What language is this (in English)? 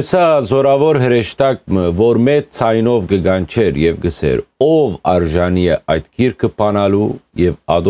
Western Armenian